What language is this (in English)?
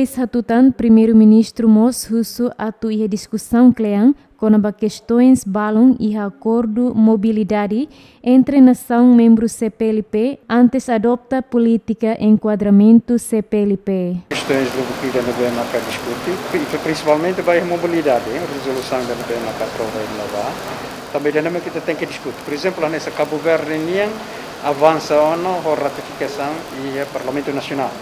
Tetum